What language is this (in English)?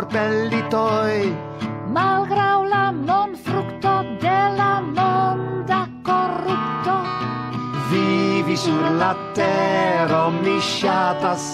Esperanto